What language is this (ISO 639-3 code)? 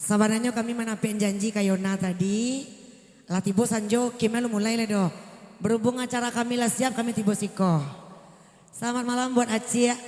min